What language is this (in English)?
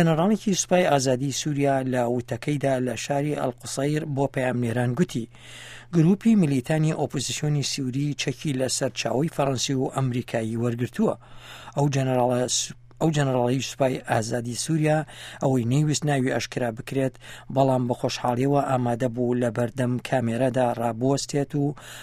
Central Kurdish